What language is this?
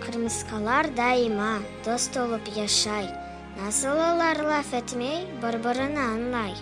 Crimean Tatar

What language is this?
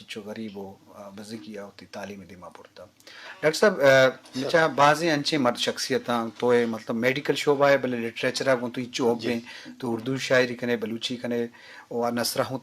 Brahui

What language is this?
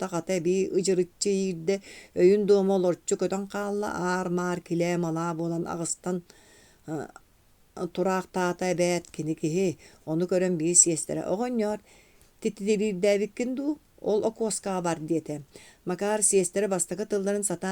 Yakut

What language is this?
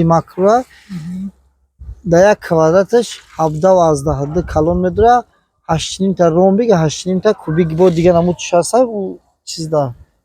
Tajik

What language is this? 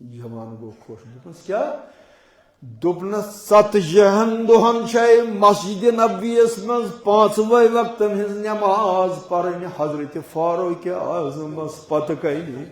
Kashmiri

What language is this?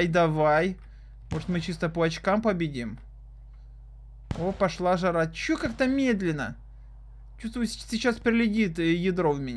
Russian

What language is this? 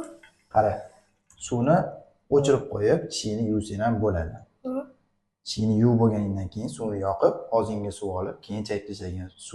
Uzbek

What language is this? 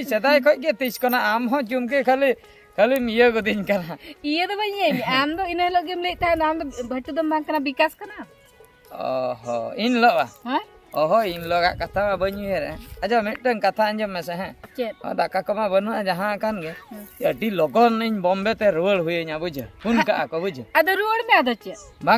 Santali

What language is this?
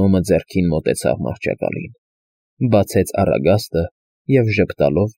Armenian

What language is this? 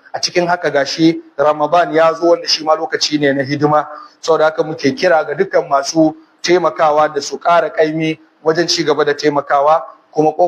Hausa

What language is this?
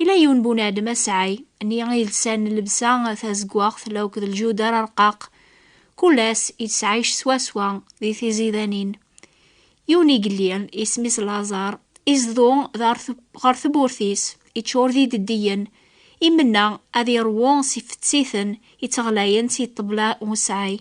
Kabyle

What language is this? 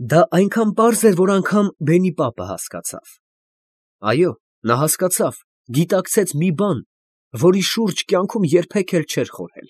Armenian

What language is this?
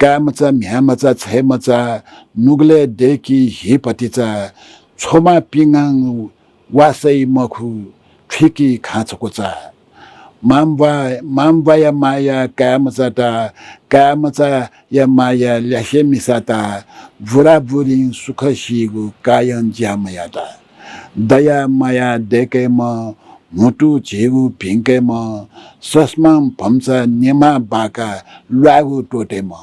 Newari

